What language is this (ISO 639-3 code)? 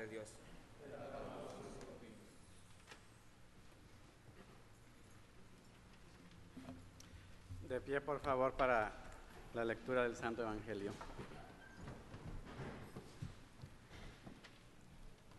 spa